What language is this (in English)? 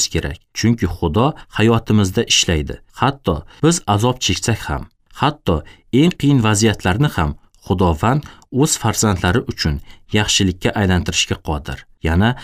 Uzbek